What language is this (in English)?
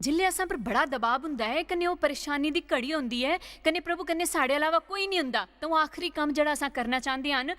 Dogri